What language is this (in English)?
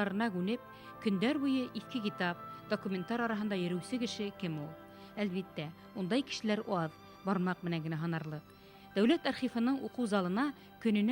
Bashkir